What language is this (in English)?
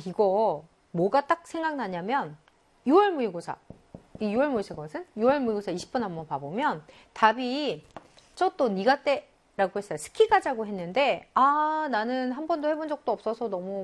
Korean